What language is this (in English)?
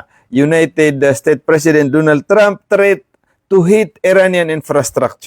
Maranao